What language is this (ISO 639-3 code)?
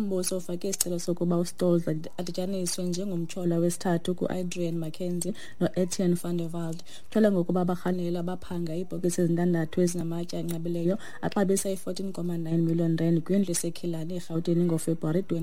xho